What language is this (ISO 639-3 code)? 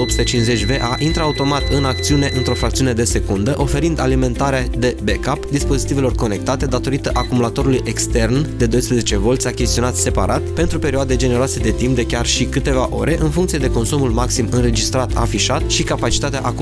ron